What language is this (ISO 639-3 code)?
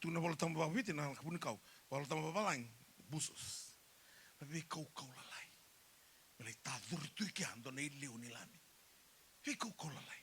fij